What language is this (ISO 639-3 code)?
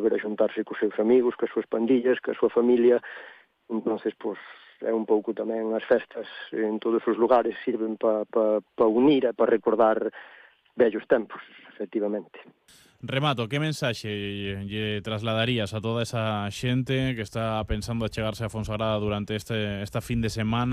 glg